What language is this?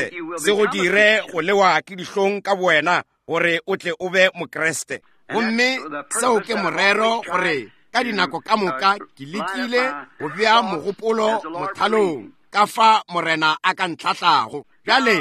Northern Sotho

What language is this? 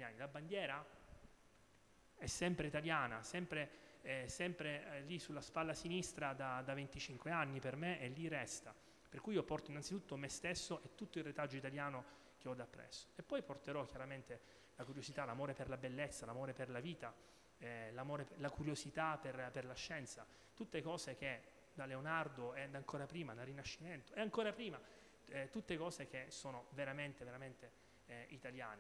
Italian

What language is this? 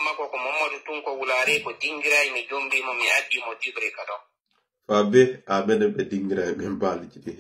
Fula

